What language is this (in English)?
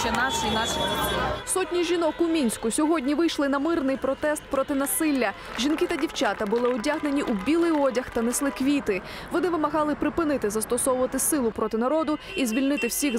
Ukrainian